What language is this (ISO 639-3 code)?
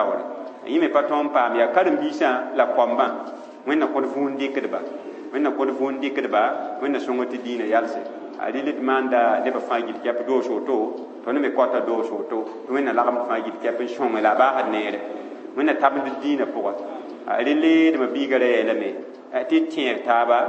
mos